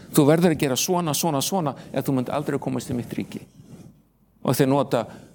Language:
Icelandic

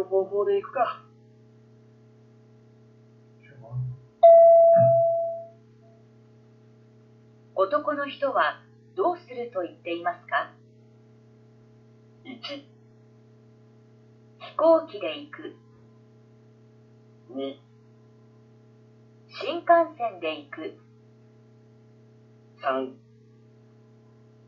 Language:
Japanese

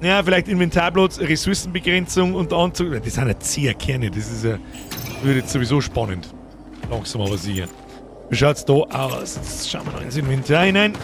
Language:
Bavarian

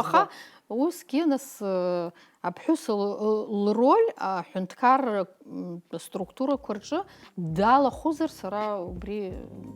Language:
Abkhazian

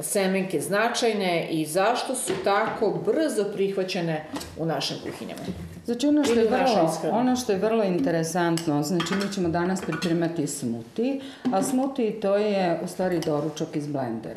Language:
Serbian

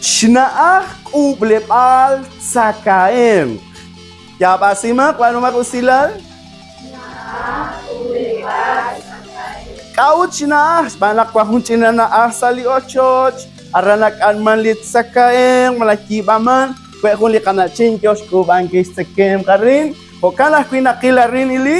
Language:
Kekchí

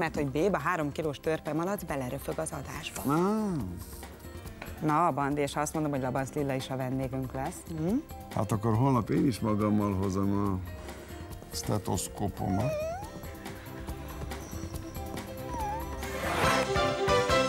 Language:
Hungarian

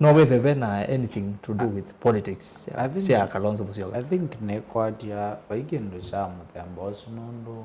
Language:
Kamba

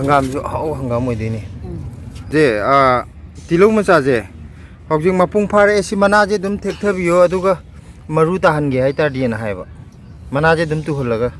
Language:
Manipuri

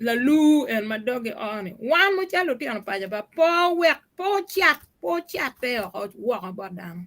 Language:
Acoli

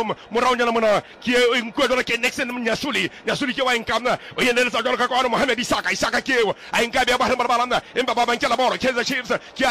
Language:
Southern Sotho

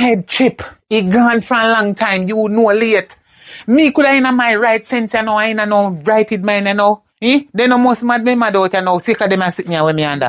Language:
Jamaican Creole English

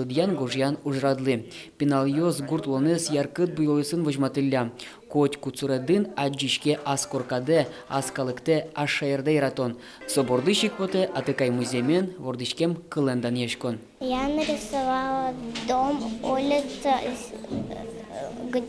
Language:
Udmurt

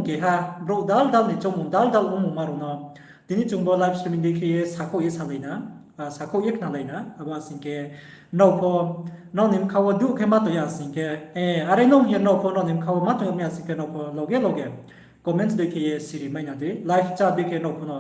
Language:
Riang (India)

